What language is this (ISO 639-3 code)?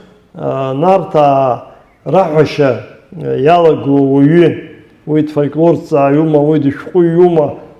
abk